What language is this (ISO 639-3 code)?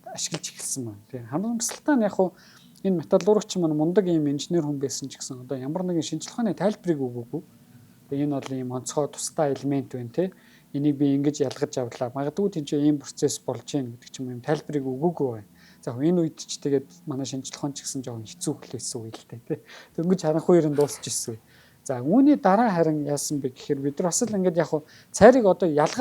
mon